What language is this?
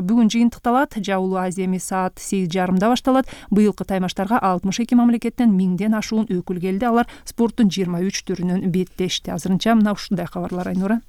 Kyrgyz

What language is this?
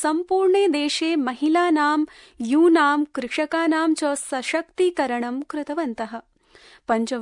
Sanskrit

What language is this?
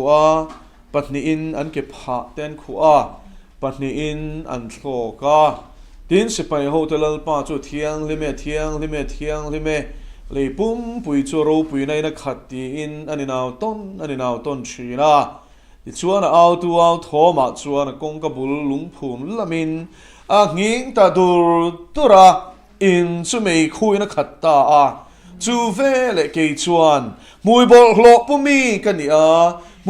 Mizo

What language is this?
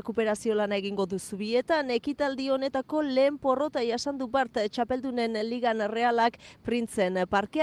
Basque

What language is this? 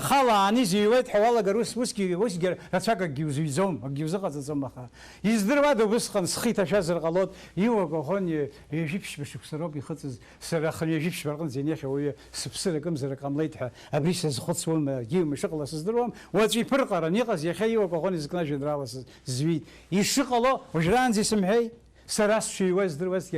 Abkhazian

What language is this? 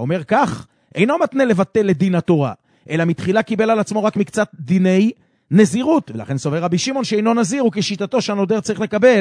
Hebrew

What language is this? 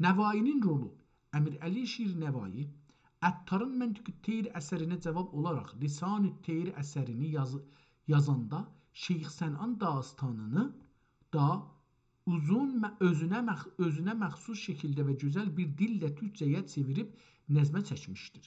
South Azerbaijani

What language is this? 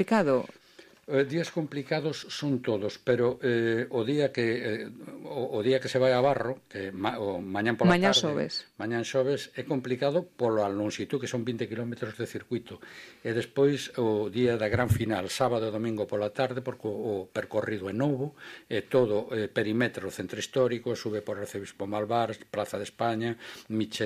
Galician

